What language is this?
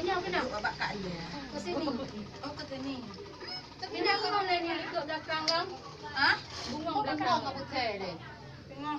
Achinese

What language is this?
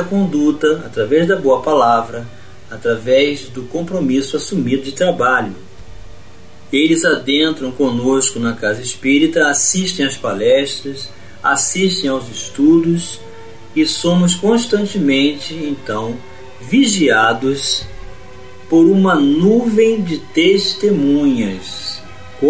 Portuguese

